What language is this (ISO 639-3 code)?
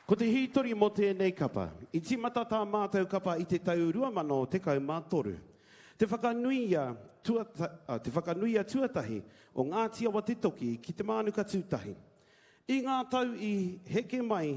mri